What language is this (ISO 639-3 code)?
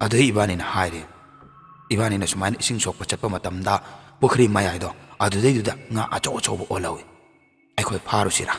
mni